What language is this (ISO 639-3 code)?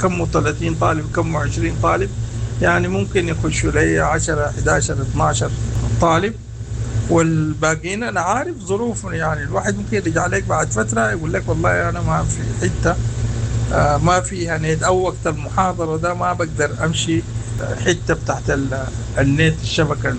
apd